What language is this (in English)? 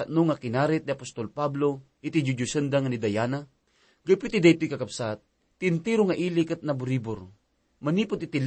Iloko